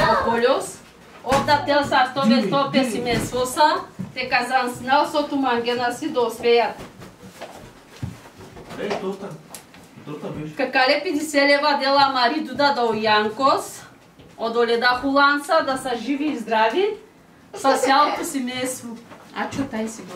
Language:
Bulgarian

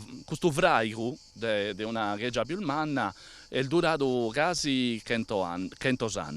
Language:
Sardinian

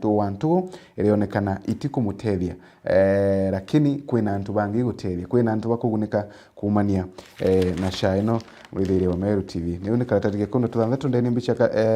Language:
Meru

